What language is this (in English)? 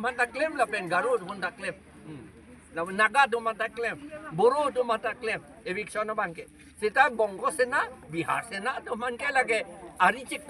Karbi